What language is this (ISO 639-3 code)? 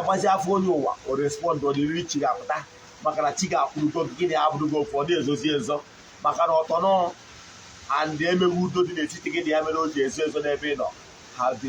ibo